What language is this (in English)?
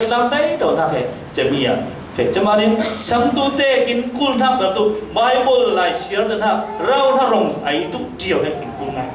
Falam Chin